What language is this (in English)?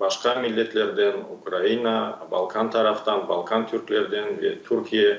Crimean Tatar